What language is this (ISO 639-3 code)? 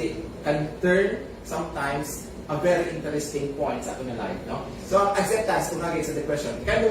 hil